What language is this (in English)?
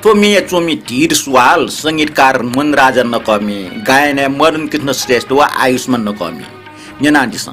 Newari